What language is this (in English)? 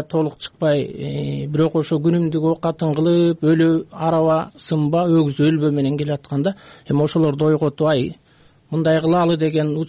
Kyrgyz